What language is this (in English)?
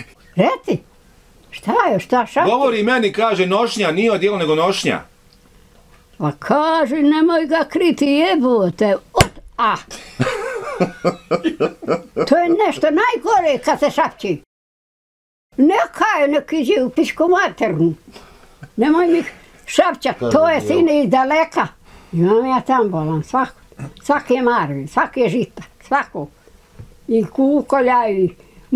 Bosnian